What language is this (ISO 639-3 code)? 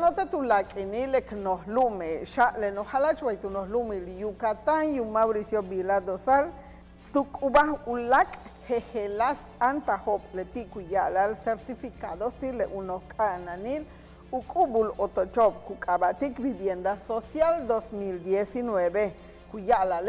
yua